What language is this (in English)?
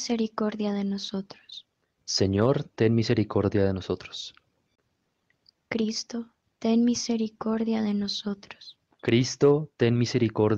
Spanish